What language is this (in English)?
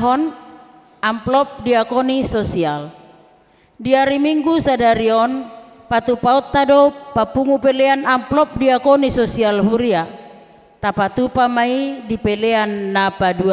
Batak Toba